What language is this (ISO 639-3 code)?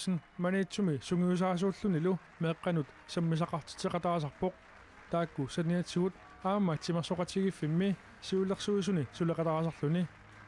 kal